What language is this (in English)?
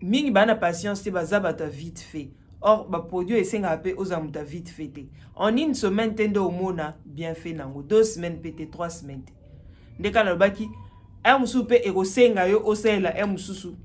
Lingala